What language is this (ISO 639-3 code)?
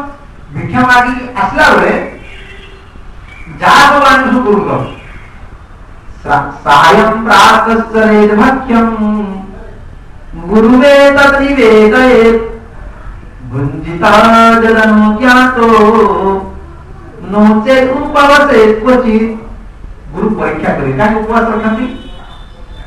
ori